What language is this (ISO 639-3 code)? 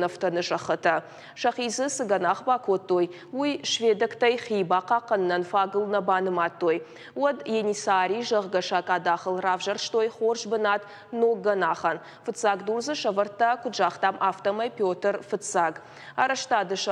oss